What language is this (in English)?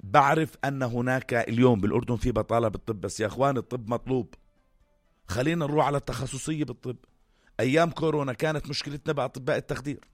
North Levantine Arabic